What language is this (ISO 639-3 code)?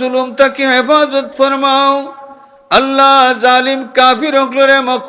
syl